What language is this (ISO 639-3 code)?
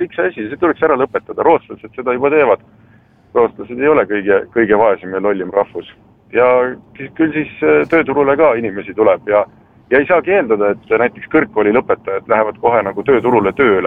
est